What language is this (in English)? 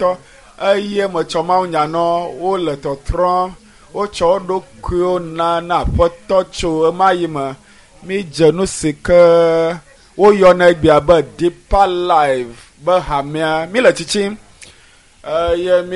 Ewe